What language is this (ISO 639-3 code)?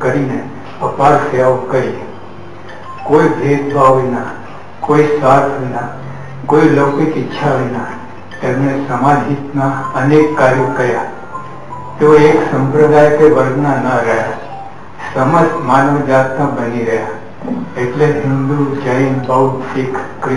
guj